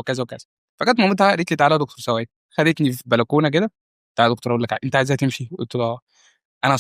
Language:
Egyptian Arabic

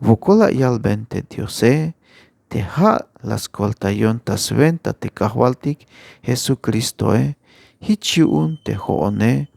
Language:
Tzeltal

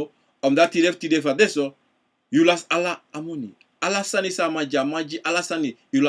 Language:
Sranan Tongo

